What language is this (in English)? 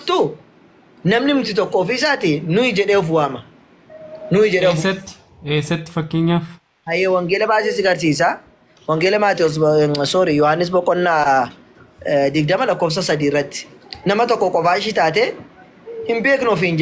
Oromo